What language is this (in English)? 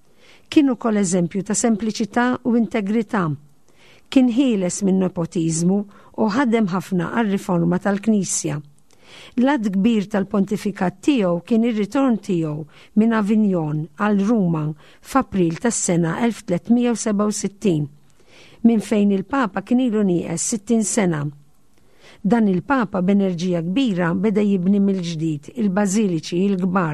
Maltese